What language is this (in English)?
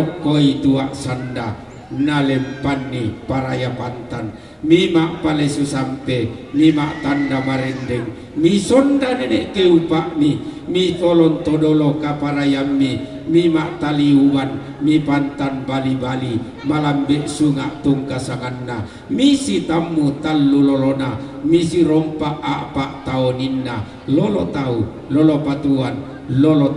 Toraja-Sa'dan